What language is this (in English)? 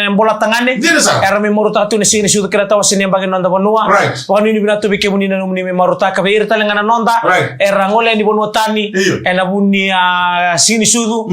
Fijian